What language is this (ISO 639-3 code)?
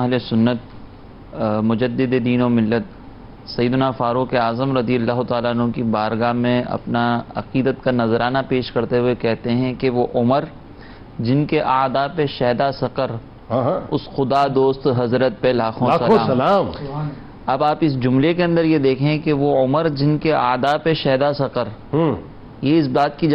urd